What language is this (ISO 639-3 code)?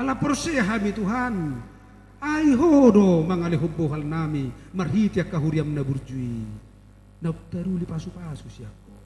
bbc